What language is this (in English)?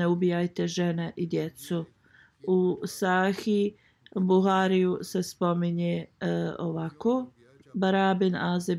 Bosnian